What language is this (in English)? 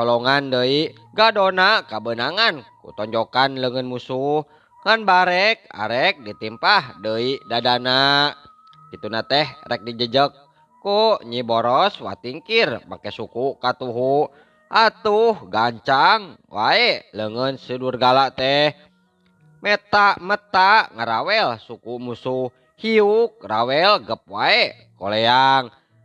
Sundanese